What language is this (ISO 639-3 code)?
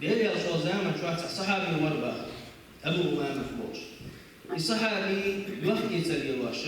che